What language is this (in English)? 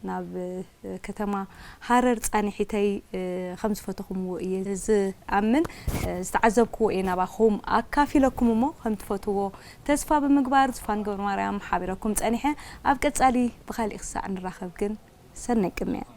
Tigrinya